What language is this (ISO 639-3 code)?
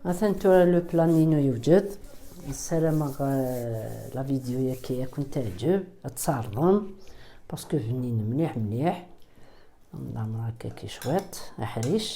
kab